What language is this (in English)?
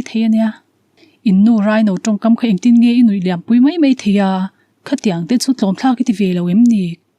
Mizo